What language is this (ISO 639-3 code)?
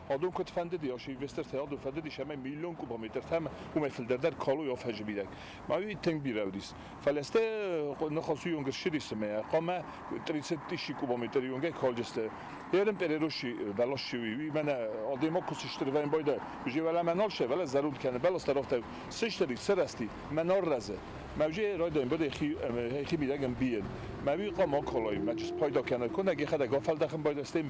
oss